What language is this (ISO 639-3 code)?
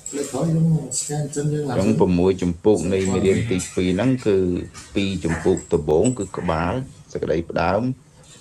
khm